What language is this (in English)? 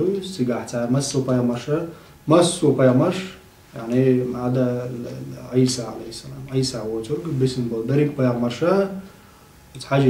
Chechen